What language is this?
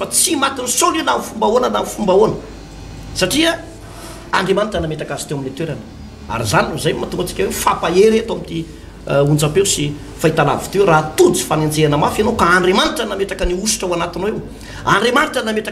Malagasy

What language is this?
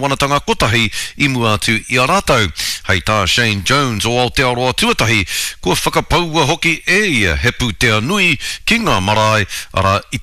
Māori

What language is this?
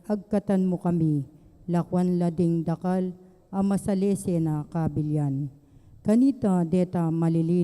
Pampanga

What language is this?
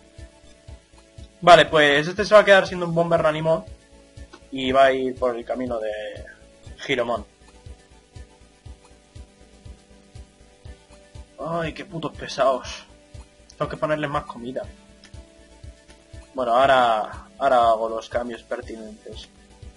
Spanish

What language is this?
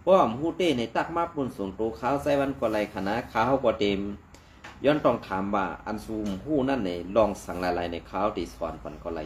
Shan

